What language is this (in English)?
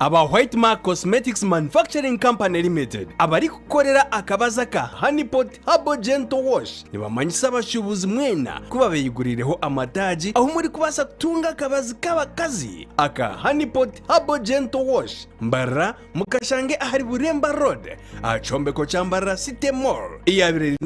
Nyankole